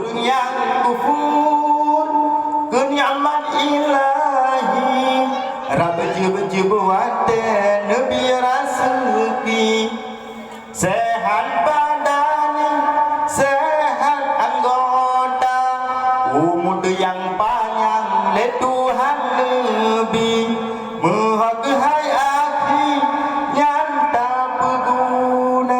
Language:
Achinese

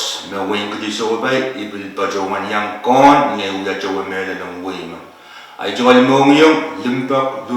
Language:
Pohnpeian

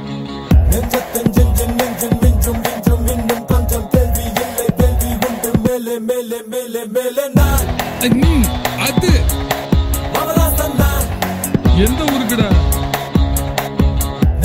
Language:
Tamil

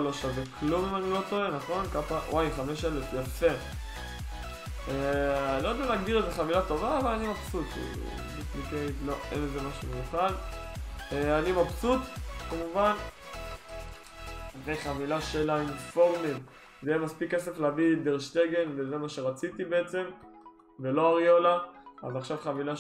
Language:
Hebrew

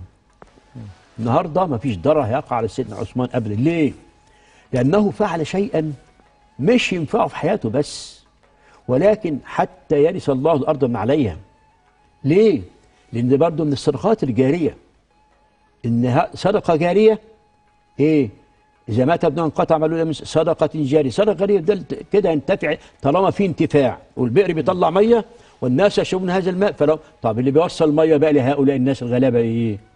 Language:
Egyptian Arabic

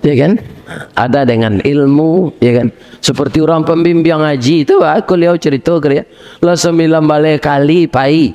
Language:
Minangkabau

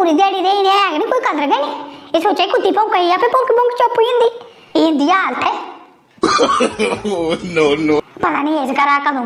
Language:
Dogri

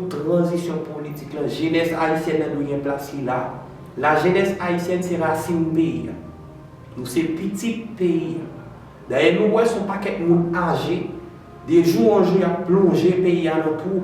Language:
Haitian Creole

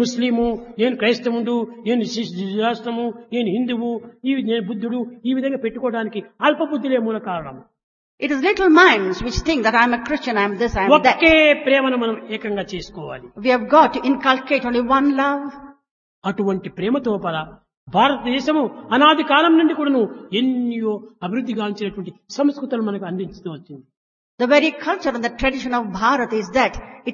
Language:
Telugu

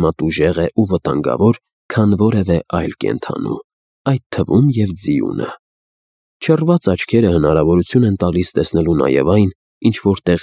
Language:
Armenian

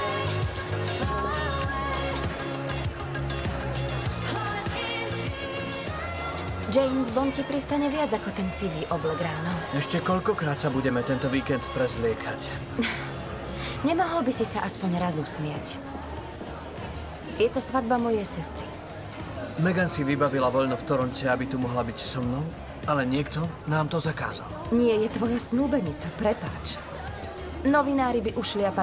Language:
Slovak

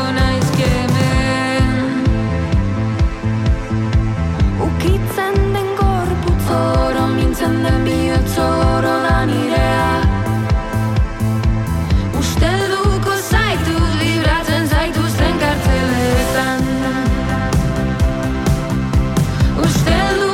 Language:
Basque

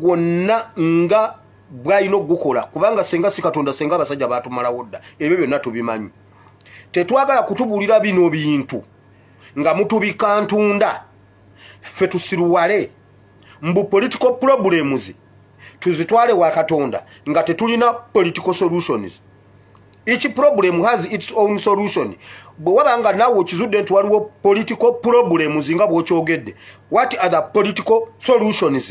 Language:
Ganda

